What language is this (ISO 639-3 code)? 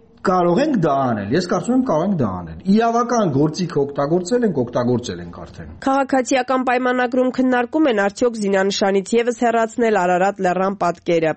hye